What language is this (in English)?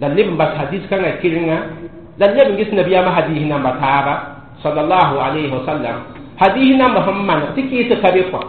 Mossi